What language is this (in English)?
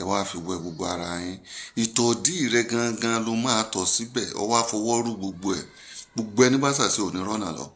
Yoruba